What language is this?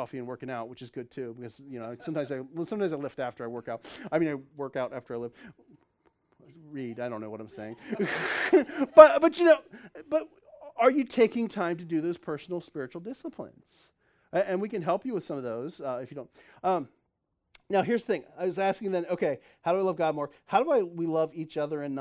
English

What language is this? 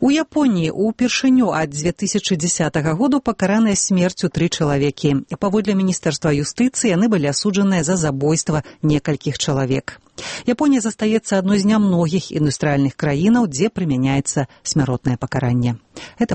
Belarusian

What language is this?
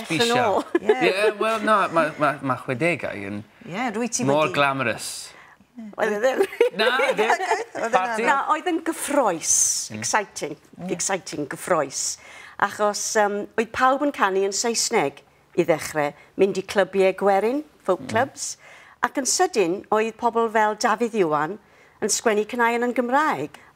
Welsh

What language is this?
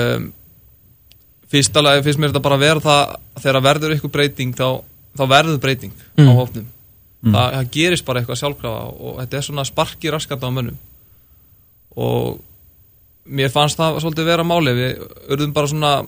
Icelandic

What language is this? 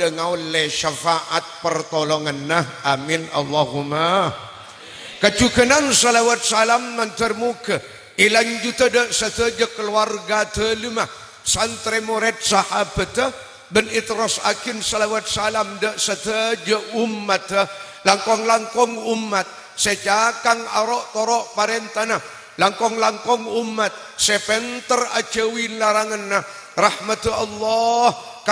Madurese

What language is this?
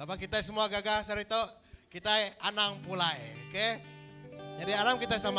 Iban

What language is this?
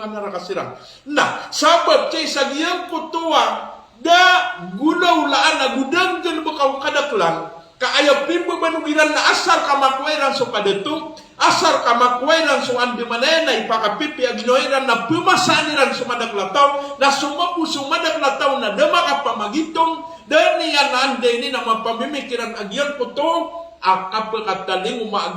Maranao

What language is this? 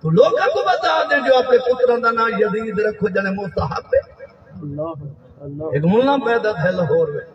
Saraiki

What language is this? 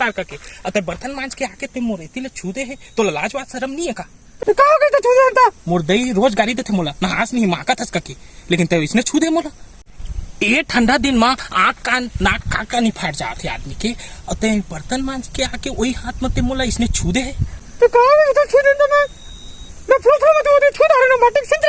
Chhattisgarhi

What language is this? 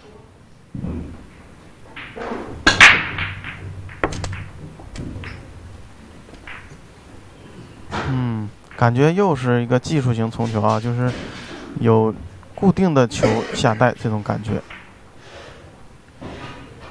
Chinese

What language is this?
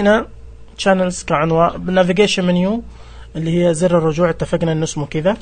Najdi Arabic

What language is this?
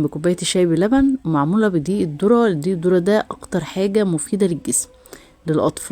Egyptian Arabic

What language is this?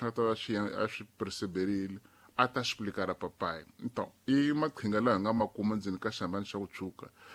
Tsonga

